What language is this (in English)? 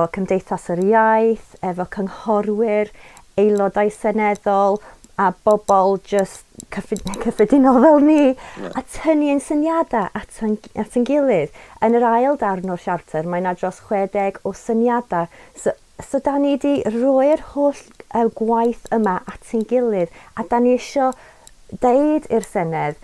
Welsh